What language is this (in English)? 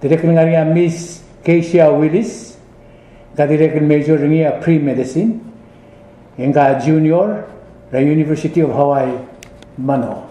Palauan